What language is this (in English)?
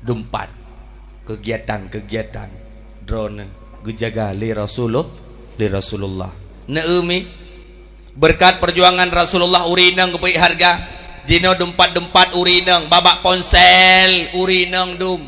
Achinese